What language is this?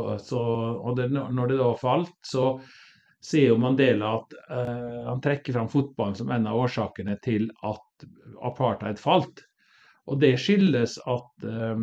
Norwegian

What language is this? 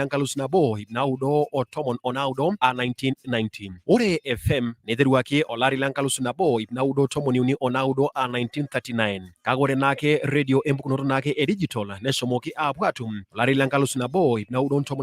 Masai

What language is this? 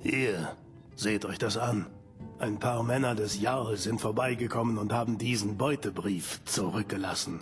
Bavarian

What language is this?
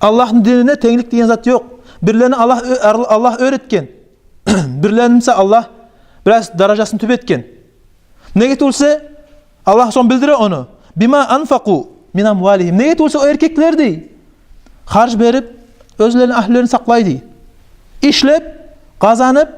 Kumyk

